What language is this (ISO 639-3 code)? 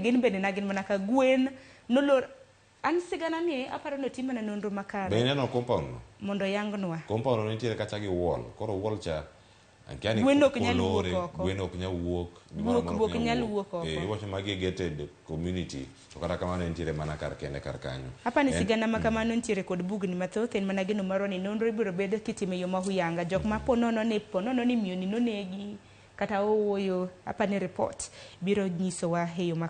luo